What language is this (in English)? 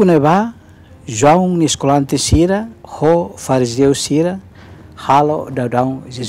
Tetum